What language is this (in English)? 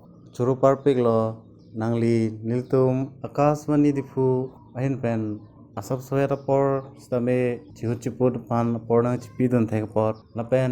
Karbi